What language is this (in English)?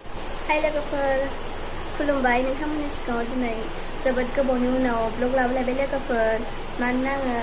Bodo